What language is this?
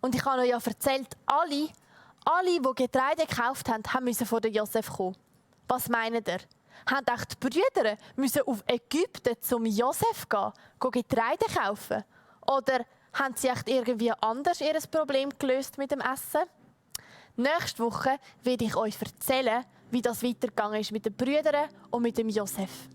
Swiss German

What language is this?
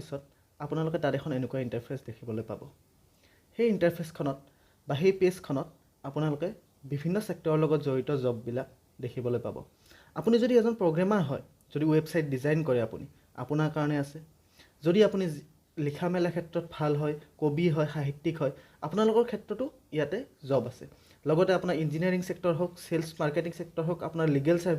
Assamese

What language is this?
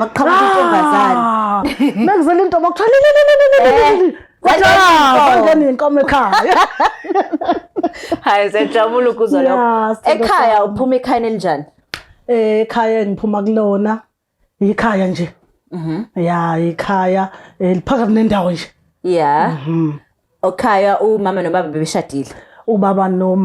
Zulu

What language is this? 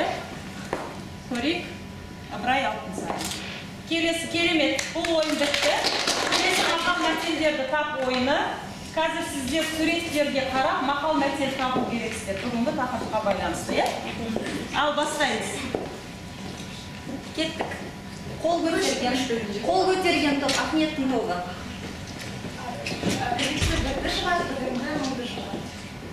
Kazakh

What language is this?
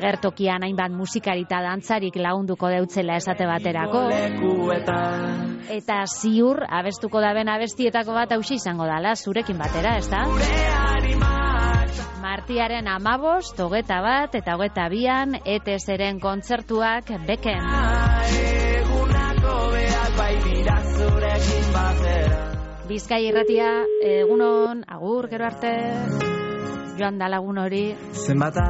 Basque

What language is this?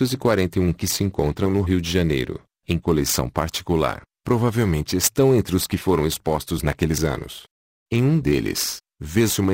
Portuguese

